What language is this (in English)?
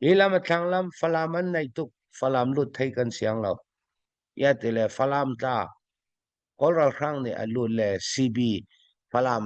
Falam Chin